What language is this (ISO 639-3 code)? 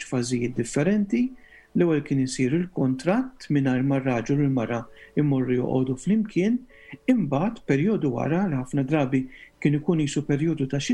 mlt